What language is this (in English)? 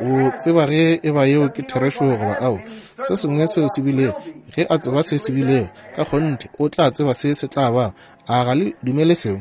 Northern Sotho